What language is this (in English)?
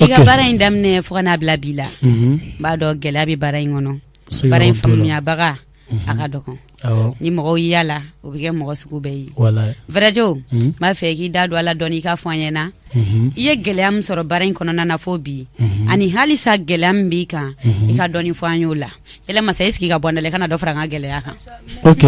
Bambara